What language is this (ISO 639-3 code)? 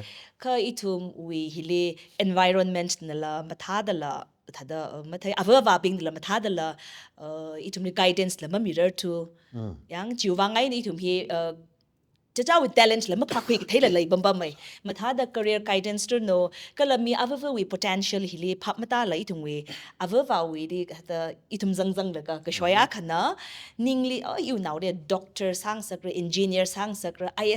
nmf